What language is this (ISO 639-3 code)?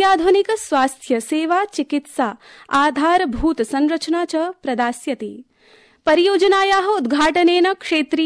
san